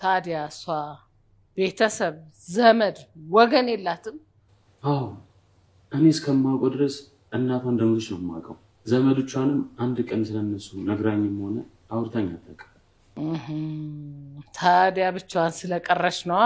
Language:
Amharic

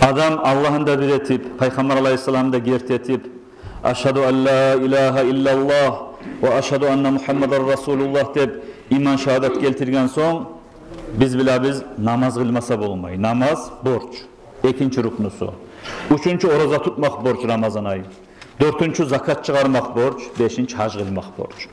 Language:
Kumyk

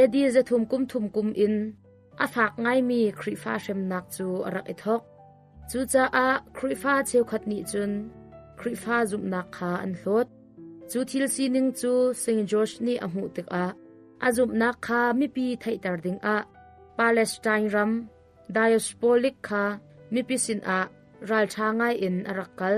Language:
Hakha Chin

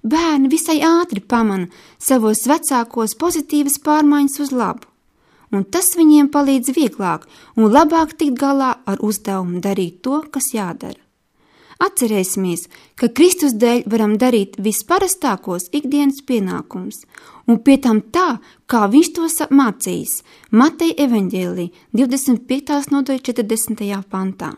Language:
Latvian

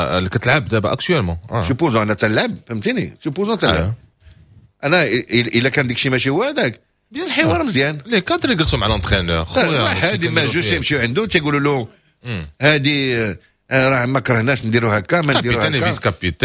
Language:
Moroccan Arabic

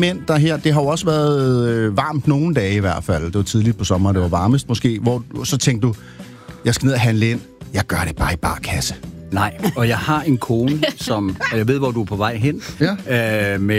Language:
Danish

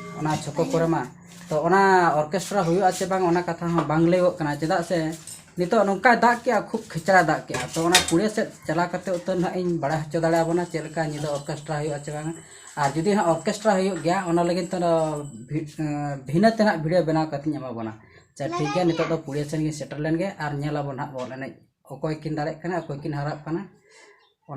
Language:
Santali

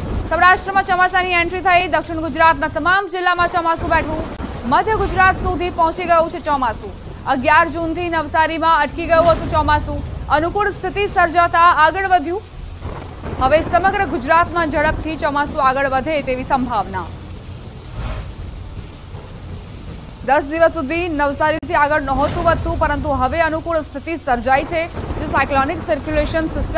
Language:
Gujarati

